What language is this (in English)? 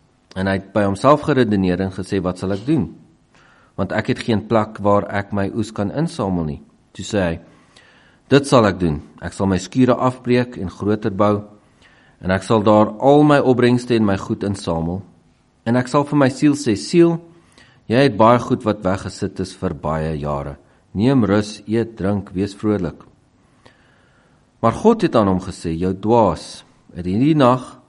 Afrikaans